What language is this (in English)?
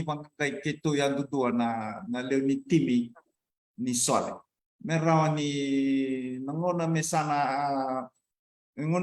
Fijian